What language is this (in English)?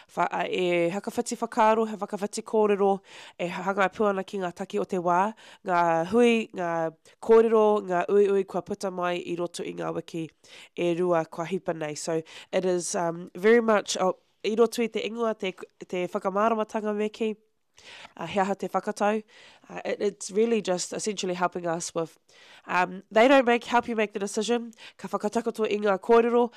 Māori